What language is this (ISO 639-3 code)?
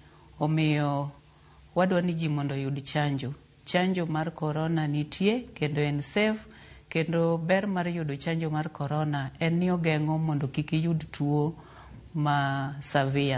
luo